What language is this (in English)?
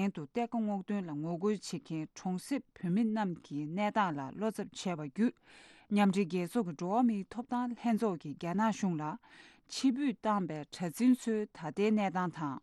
Tibetan